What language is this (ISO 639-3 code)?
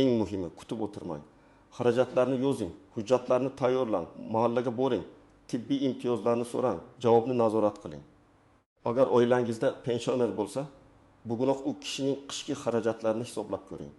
uzb